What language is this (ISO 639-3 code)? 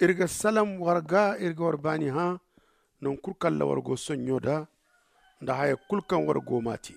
dje